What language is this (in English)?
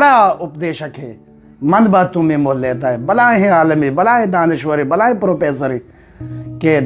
Eastern Balochi